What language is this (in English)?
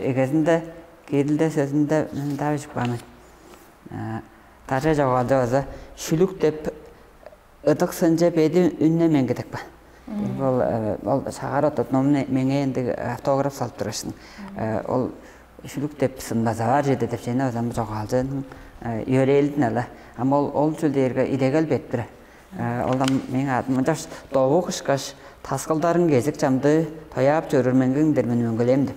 Tuvinian